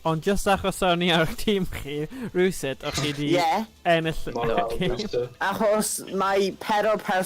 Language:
Welsh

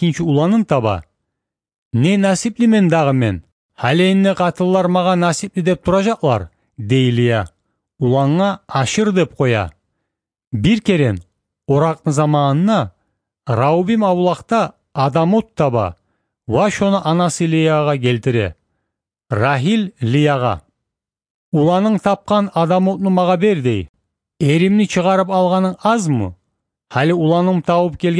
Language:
Kumyk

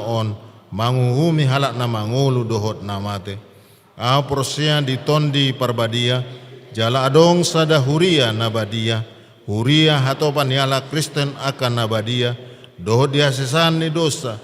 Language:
Batak Toba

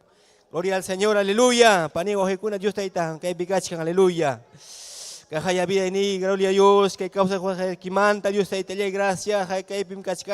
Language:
Ayacucho Quechua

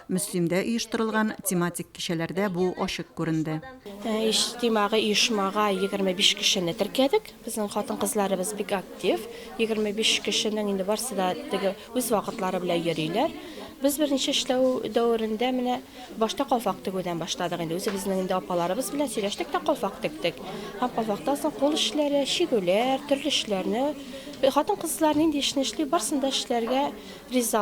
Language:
Tatar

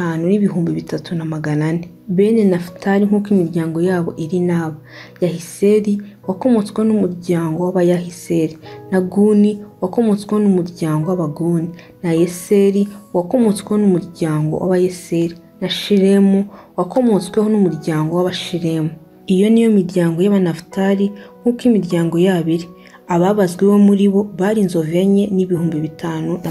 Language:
Kinyarwanda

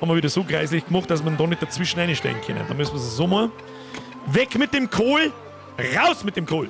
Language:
Bavarian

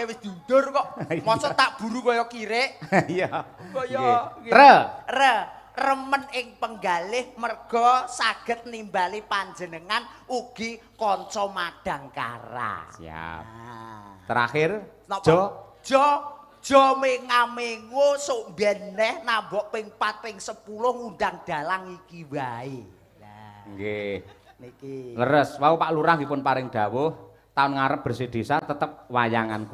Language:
Javanese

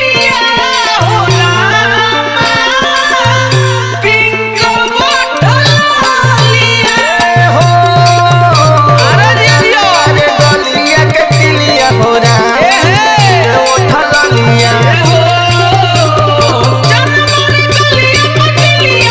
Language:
Bhojpuri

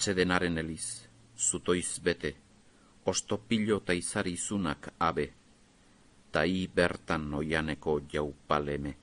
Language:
Basque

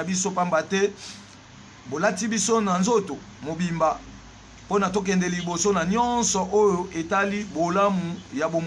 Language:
Lingala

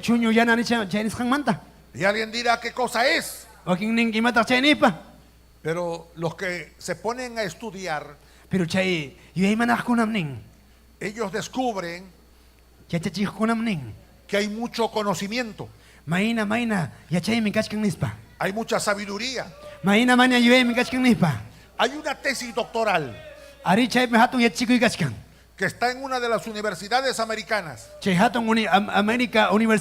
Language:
Ayacucho Quechua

